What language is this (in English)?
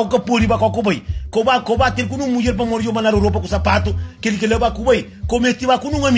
Kabuverdianu